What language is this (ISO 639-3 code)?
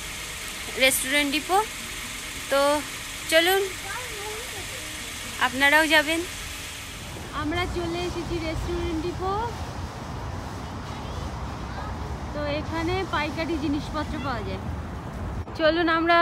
ben